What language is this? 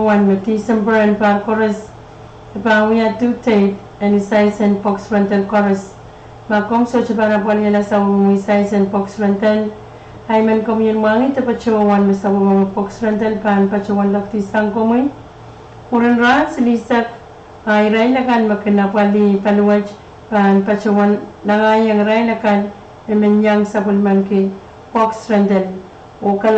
Pohnpeian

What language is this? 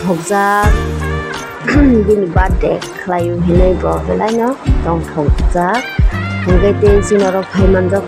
Kok Borok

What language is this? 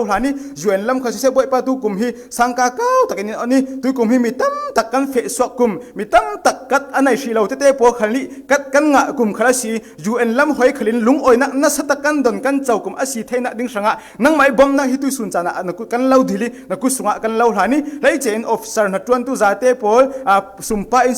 Falam Chin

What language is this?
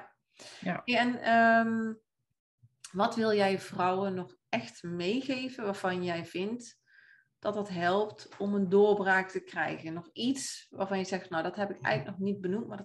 Dutch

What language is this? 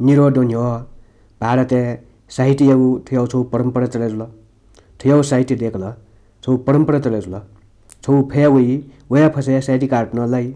Newari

